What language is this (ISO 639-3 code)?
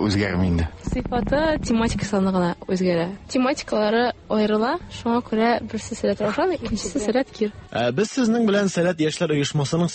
tat